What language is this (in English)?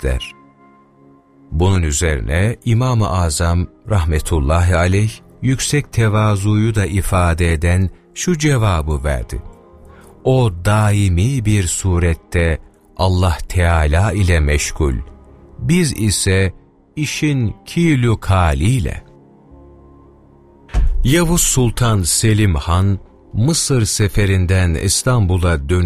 Turkish